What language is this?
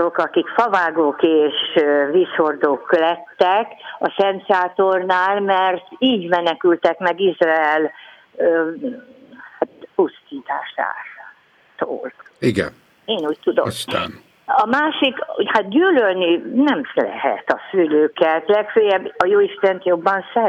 Hungarian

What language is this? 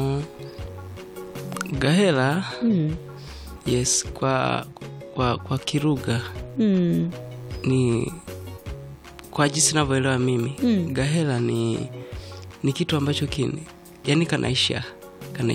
Swahili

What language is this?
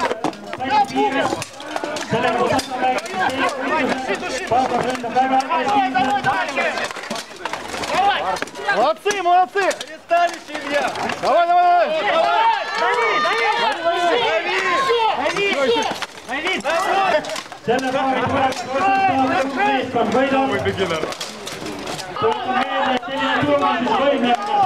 Estonian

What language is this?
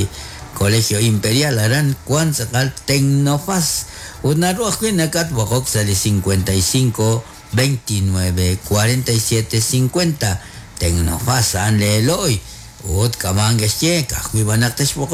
Kekchí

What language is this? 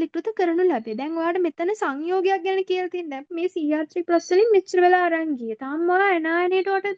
Sinhala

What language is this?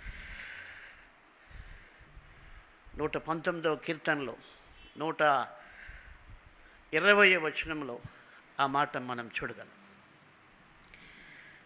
Telugu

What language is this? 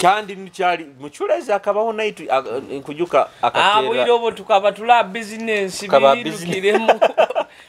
Nyoro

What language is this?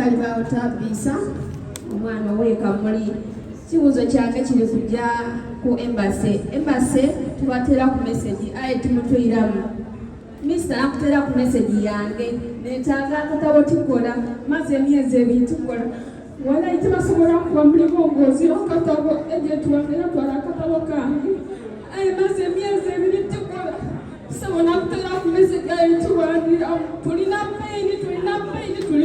Soga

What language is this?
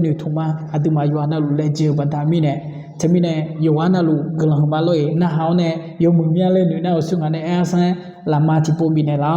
Akha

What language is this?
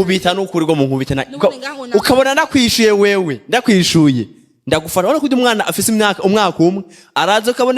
Rundi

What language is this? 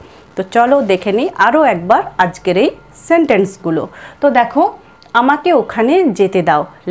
Bangla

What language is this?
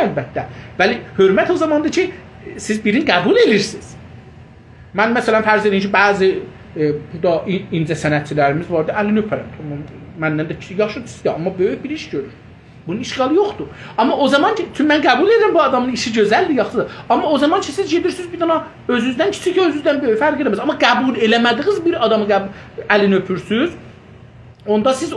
South Azerbaijani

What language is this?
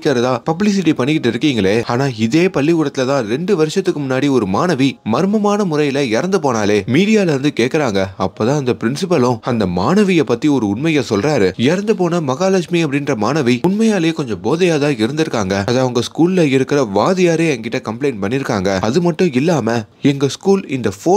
Tamil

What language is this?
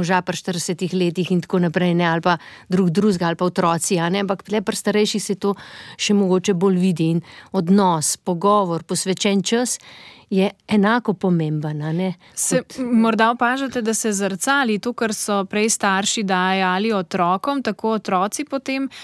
Slovenian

